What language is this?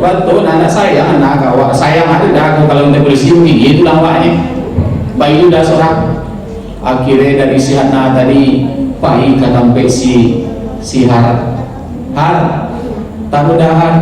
Minangkabau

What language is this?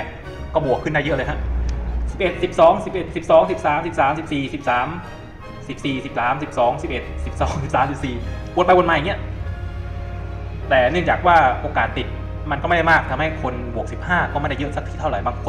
Thai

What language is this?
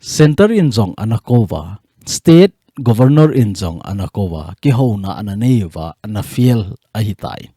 Thado Chin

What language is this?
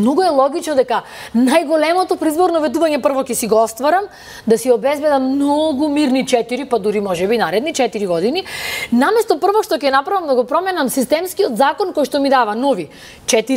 Macedonian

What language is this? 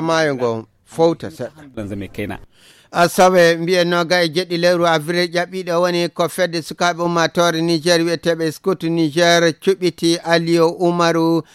Fula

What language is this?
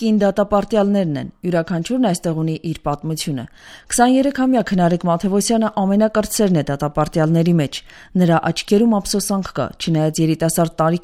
Armenian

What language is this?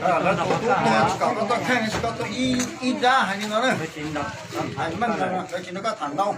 Hmong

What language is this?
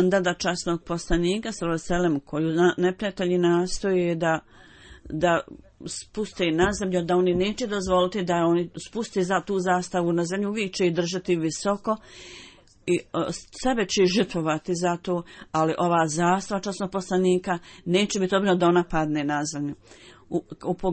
Bosnian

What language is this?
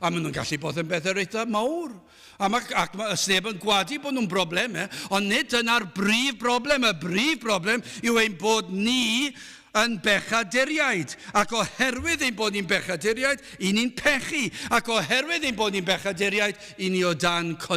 Welsh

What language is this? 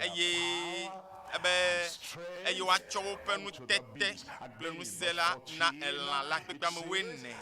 Ewe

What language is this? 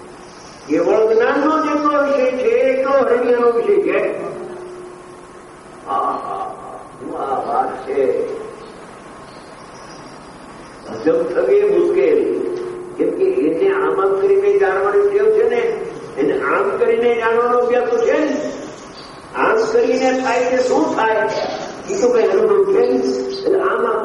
Gujarati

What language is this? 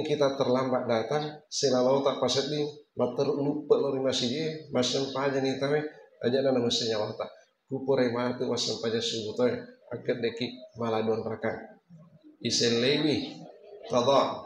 Buginese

